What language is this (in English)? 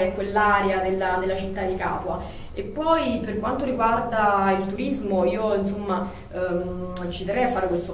Italian